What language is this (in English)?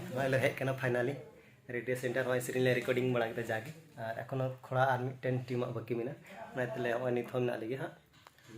Santali